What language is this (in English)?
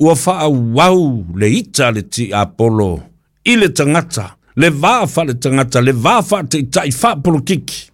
Samoan